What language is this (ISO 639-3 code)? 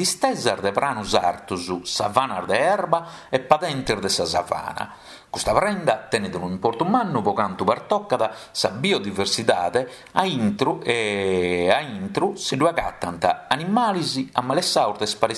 srd